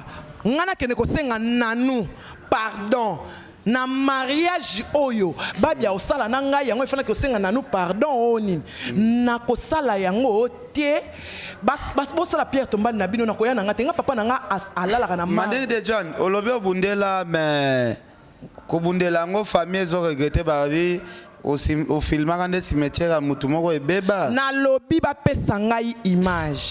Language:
Lingala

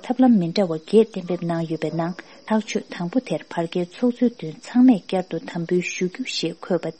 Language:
Tibetan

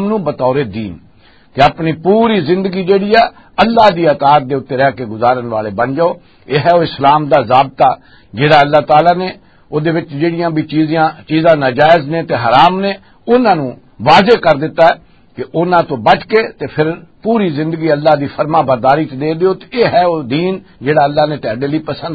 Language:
Western Panjabi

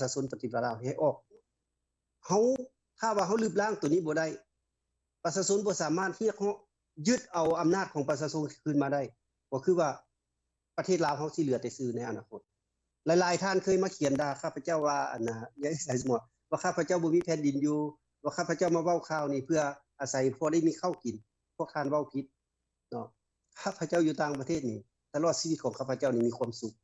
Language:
Lao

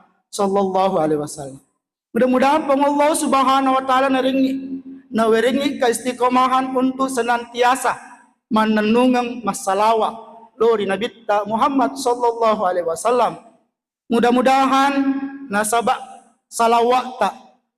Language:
Buginese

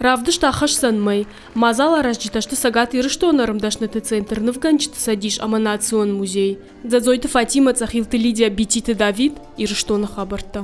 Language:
Ossetic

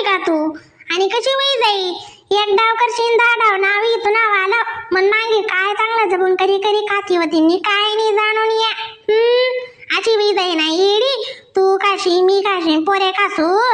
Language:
Khandesi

